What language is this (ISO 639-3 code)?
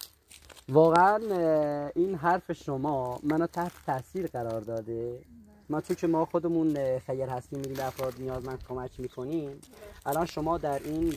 fas